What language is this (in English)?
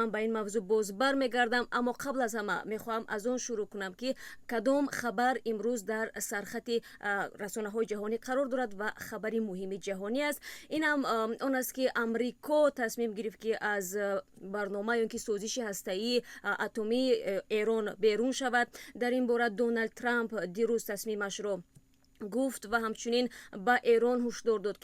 Tajik